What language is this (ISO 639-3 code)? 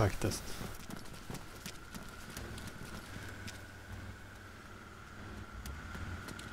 swe